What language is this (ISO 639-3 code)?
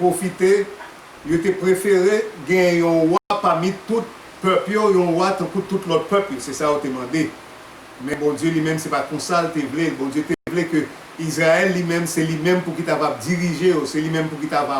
hat